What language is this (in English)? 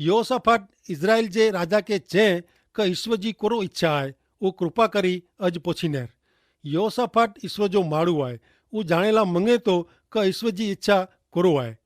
Kachhi